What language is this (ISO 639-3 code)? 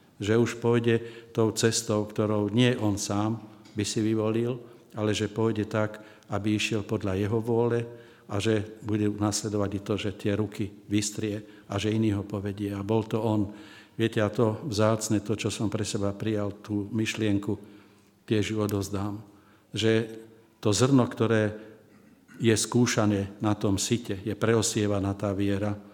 slk